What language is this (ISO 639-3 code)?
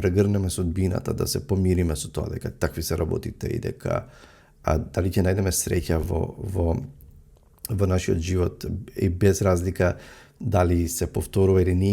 mkd